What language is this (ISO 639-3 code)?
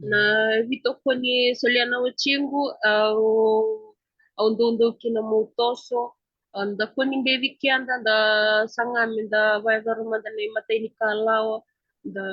fij